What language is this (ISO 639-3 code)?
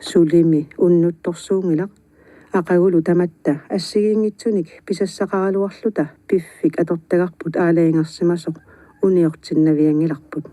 kal